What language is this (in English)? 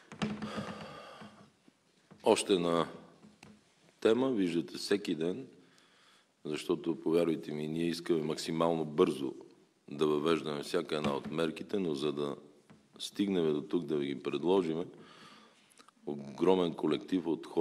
Bulgarian